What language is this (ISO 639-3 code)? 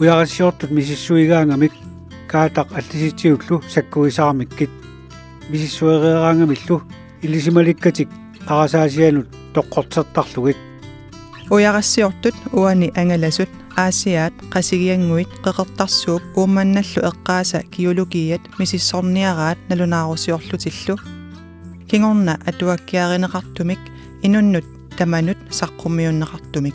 kal